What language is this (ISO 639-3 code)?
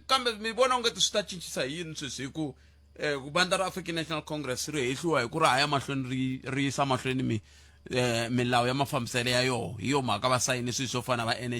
tso